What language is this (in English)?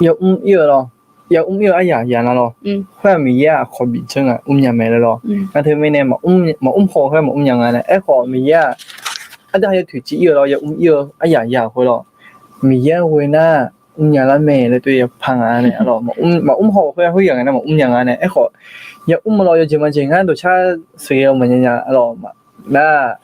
Akha